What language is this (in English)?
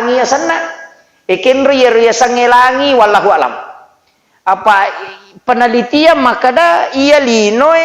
Buginese